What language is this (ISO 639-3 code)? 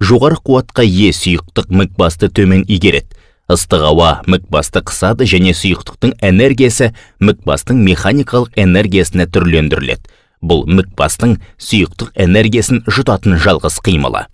kaz